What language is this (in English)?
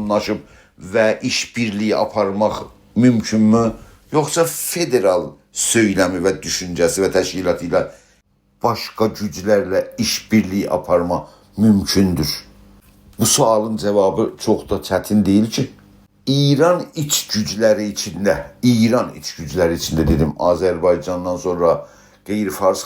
South Azerbaijani